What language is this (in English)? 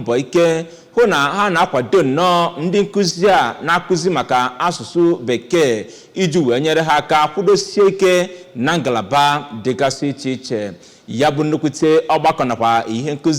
Igbo